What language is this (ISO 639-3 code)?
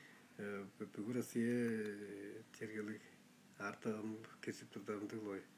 tyv